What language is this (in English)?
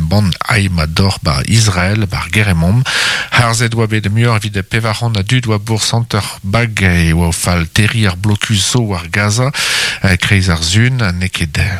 Breton